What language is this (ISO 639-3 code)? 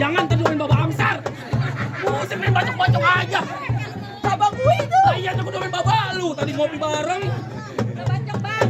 bew